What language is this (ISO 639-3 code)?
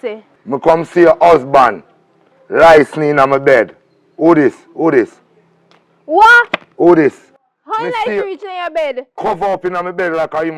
jam